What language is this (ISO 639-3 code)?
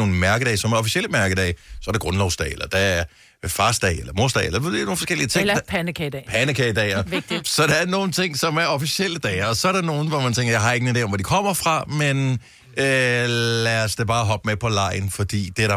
dan